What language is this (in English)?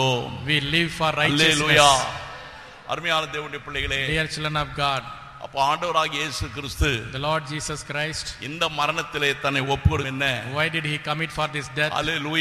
Tamil